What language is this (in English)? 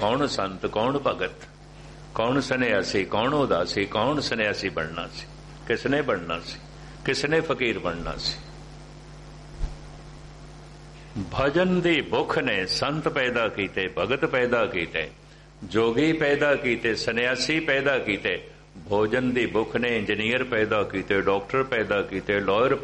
Punjabi